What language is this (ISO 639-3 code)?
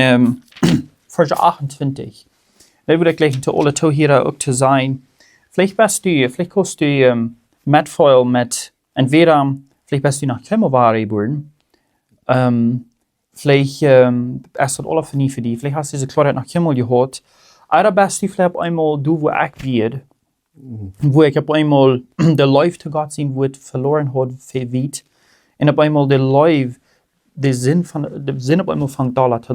pdt